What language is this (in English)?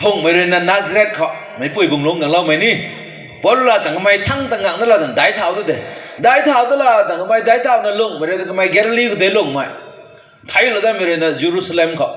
Rongmei Naga